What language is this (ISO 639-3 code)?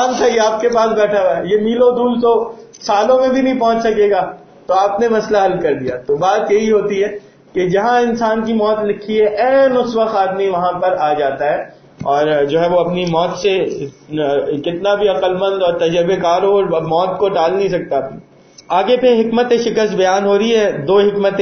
urd